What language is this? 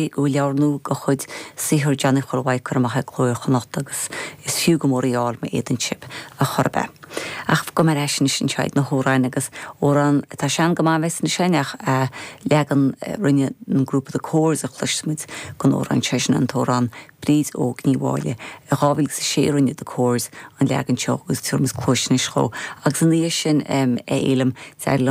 Irish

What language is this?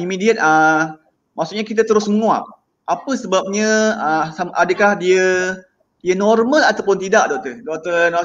Malay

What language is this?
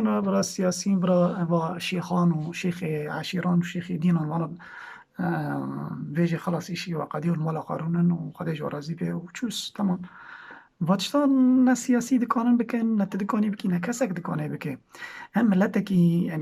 Kurdish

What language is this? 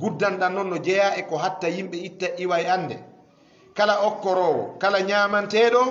Fula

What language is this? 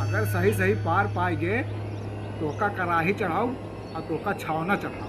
Awadhi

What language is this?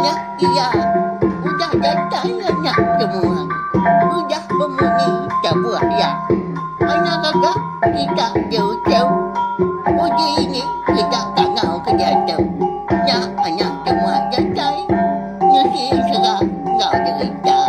Iban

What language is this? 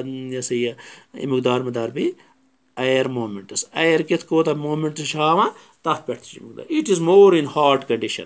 Kashmiri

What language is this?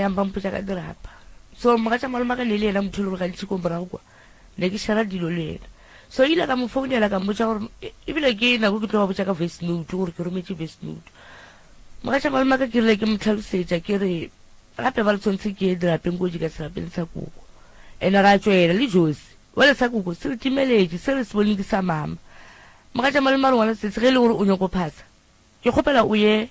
Northern Sotho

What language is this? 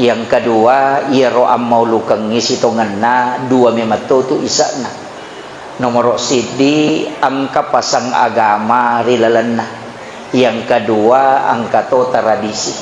Buginese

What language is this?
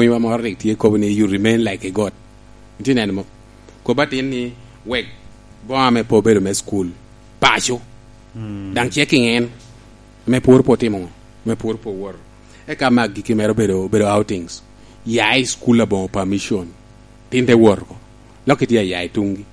Lango (Uganda)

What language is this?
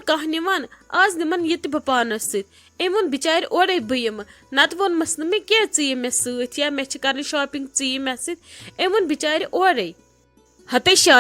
Kashmiri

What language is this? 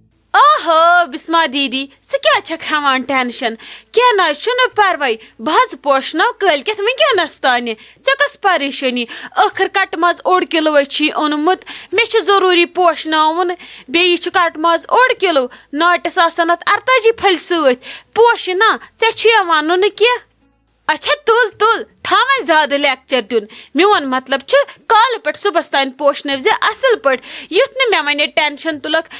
Kashmiri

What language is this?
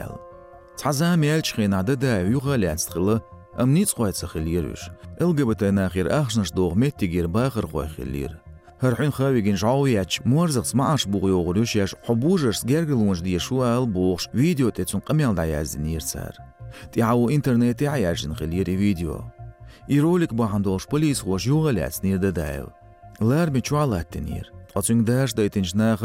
Chechen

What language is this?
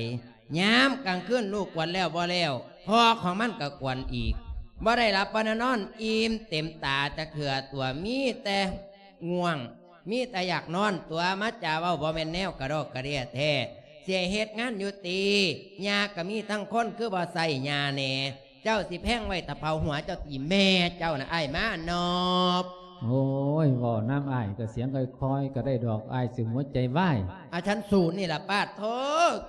Lao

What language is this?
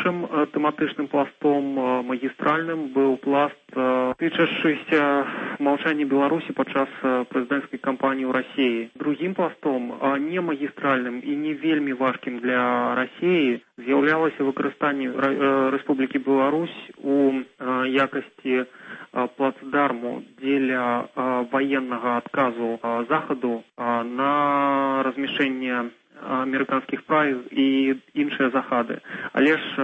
Belarusian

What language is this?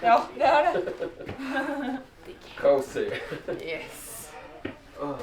Faroese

